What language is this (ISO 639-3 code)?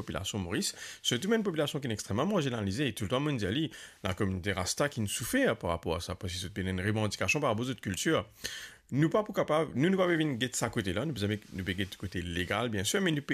mfe